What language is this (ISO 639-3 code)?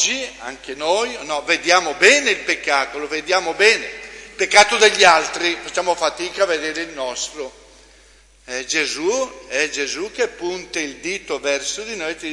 ita